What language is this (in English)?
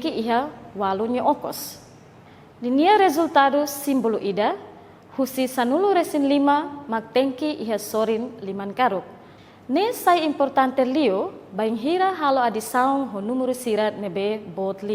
Tetum